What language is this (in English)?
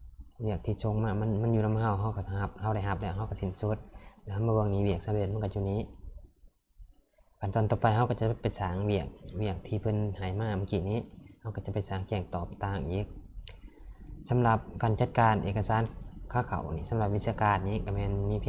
Lao